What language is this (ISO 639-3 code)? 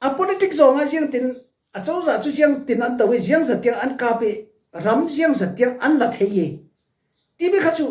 cfm